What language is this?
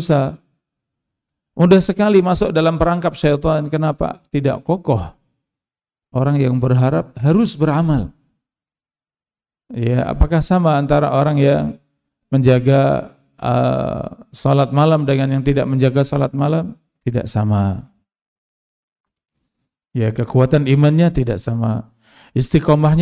Indonesian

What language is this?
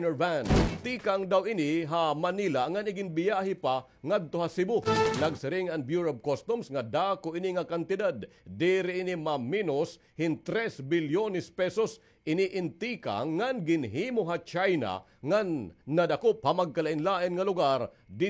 Waray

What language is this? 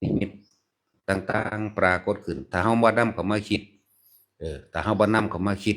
Northeastern Thai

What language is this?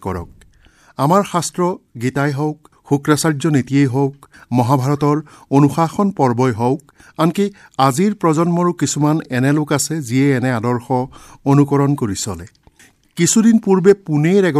Assamese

